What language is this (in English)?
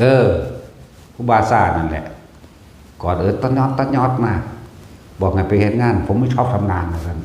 Northeastern Thai